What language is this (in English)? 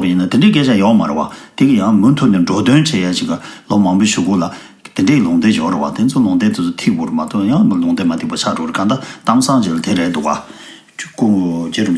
Tibetan